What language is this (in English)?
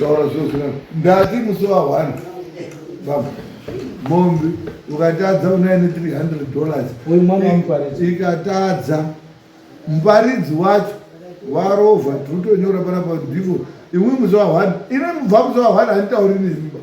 Shona